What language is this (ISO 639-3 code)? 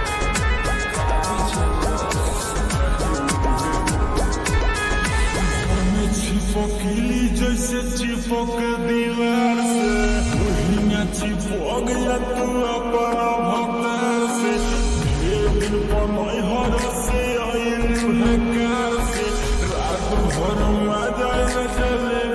bho